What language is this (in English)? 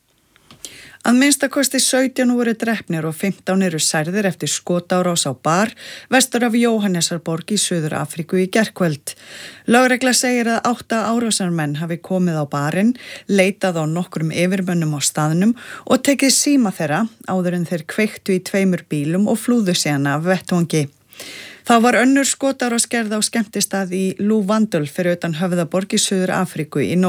Icelandic